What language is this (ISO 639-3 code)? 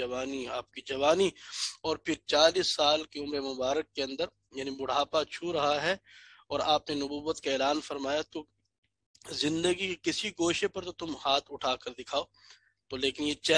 urd